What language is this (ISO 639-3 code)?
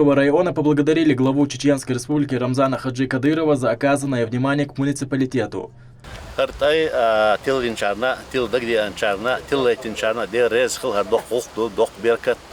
che